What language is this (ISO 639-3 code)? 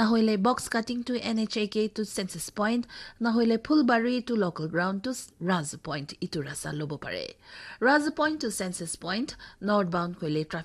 nag